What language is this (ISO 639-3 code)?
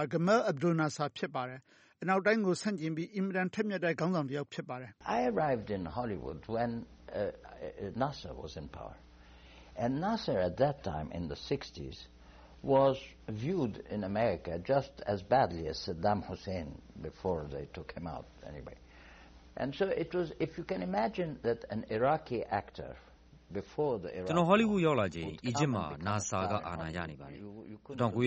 mya